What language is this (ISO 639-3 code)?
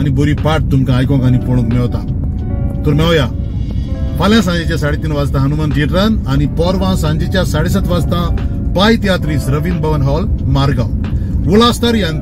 kok